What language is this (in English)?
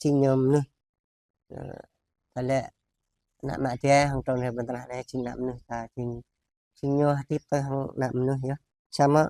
Jarai